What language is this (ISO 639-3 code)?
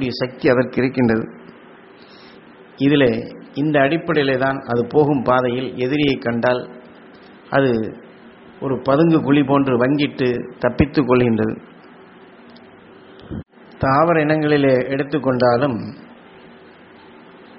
tam